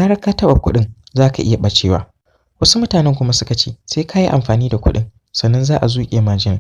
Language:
Hausa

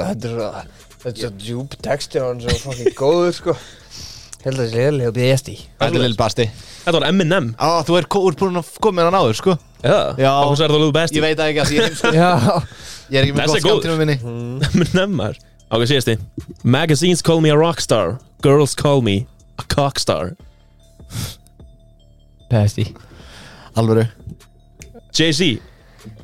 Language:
Icelandic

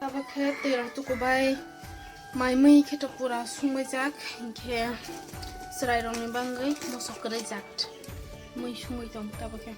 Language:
Kok Borok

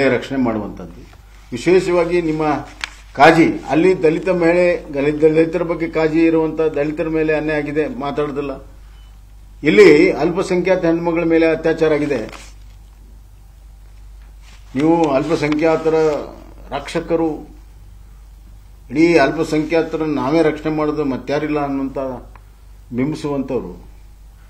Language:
Kannada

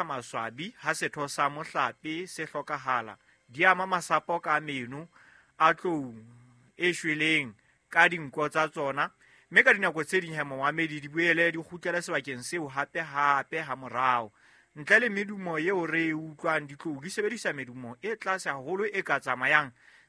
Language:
Southern Sotho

